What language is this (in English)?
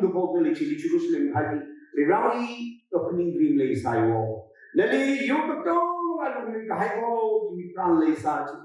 Tangkhul Naga (India)